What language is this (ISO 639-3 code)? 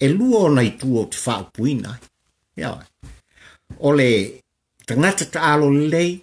smo